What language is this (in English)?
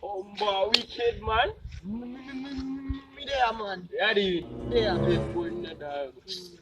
Jamaican Creole English